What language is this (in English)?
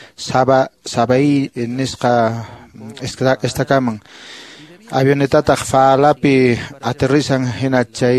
Quechua